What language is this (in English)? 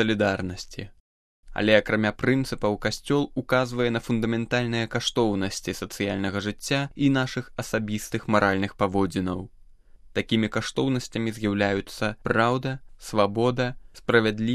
Belarusian